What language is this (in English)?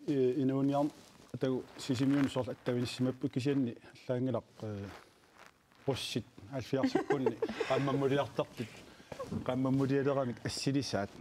Kalaallisut